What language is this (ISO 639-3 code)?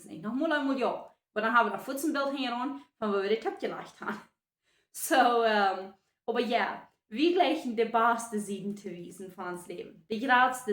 pdt